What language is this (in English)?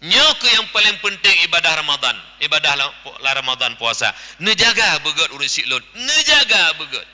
Achinese